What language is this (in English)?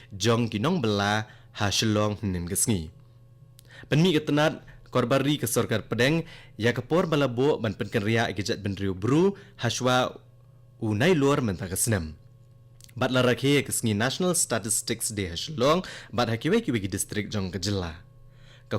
Khasi